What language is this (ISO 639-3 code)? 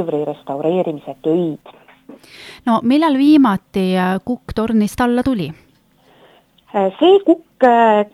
est